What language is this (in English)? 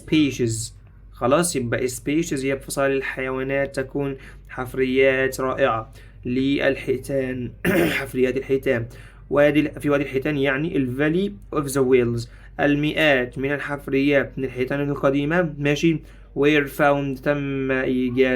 Egyptian Arabic